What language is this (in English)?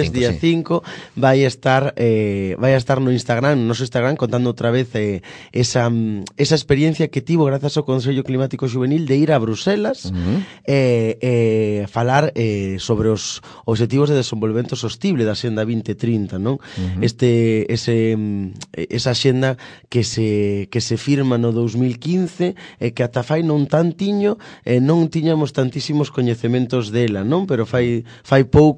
Galician